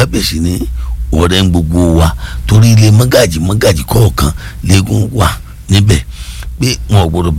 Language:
Yoruba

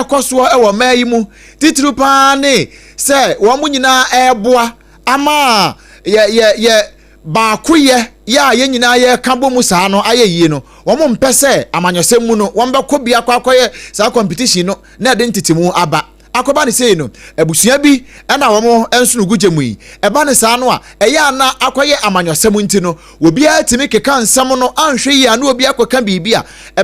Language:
Akan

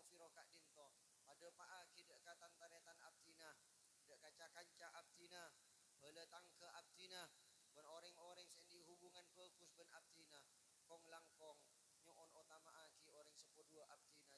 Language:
Madurese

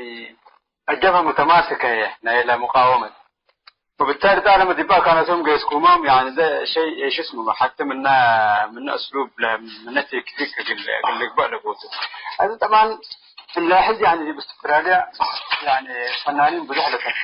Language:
Tigre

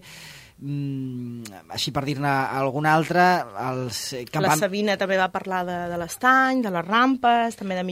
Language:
Catalan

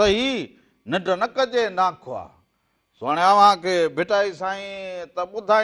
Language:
Sindhi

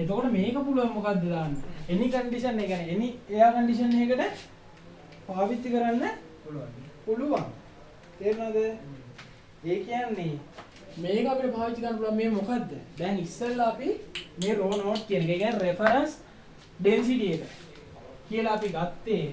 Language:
Sinhala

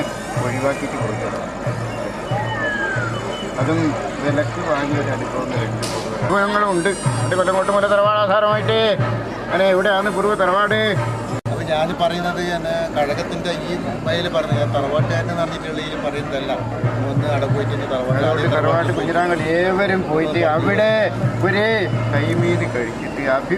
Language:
Malayalam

